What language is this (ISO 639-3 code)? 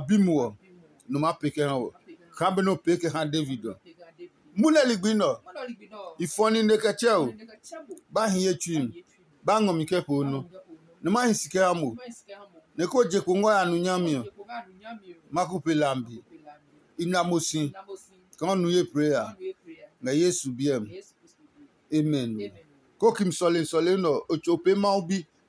ada